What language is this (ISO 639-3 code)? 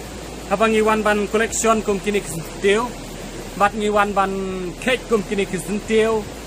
kha